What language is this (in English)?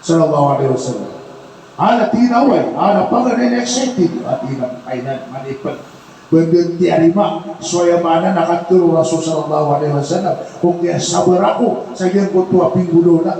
Maranao